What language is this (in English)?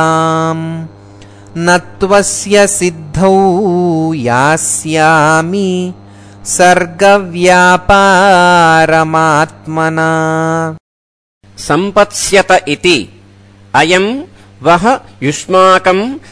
Sanskrit